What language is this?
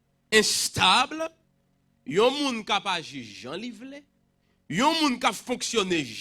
Haitian Creole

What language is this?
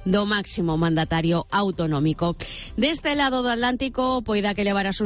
Galician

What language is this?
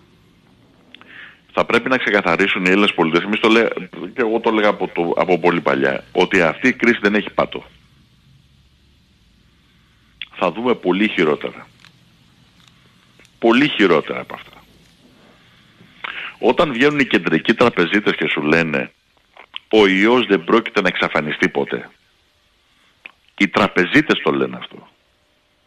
Greek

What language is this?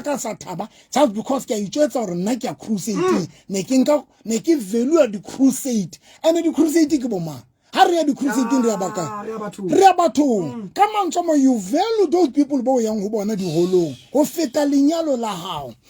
Southern Sotho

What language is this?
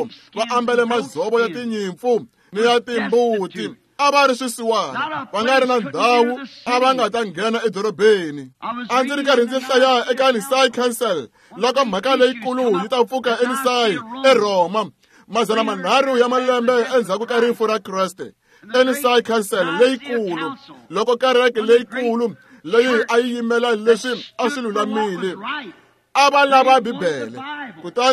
Tsonga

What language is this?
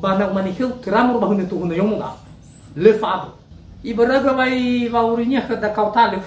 Nias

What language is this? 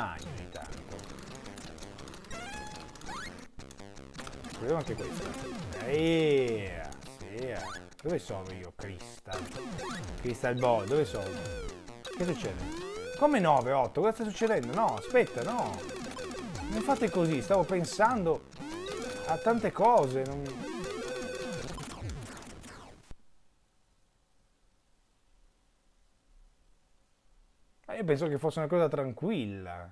Italian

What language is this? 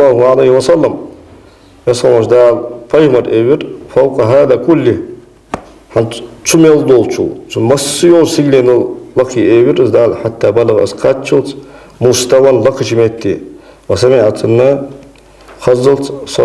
Ingush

